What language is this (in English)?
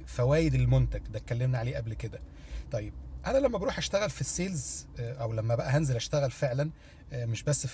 Egyptian Arabic